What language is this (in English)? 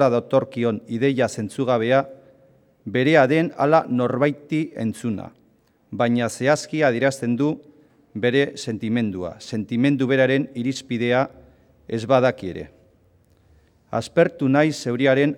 Basque